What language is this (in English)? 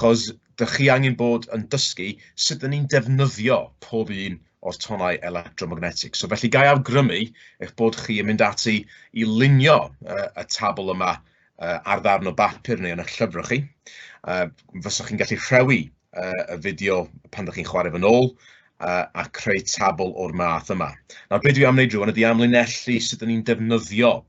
Welsh